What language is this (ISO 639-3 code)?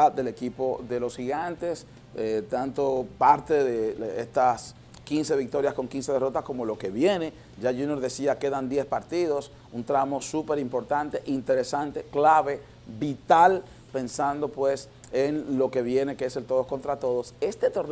spa